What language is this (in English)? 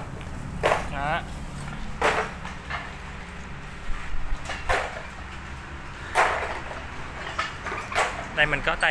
Vietnamese